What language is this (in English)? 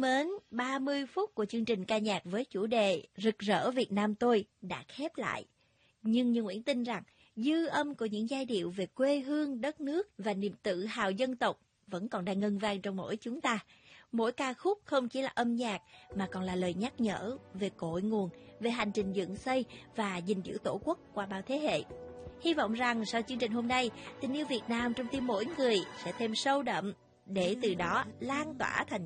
Vietnamese